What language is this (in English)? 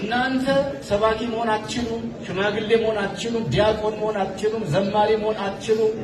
Amharic